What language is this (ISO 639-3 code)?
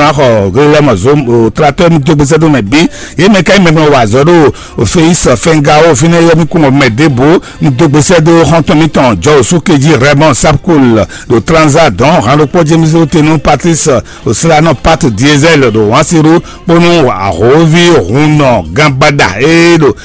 fon